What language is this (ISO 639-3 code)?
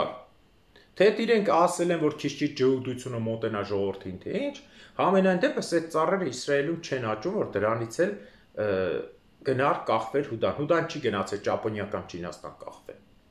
hye